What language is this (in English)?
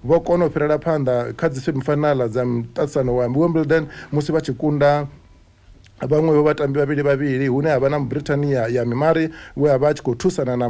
Venda